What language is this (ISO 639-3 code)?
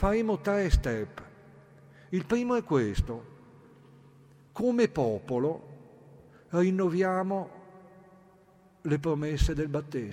ita